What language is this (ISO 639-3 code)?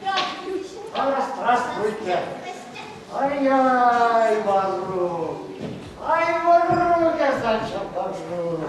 chv